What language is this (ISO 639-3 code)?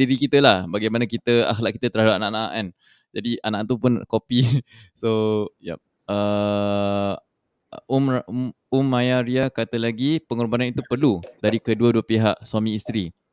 msa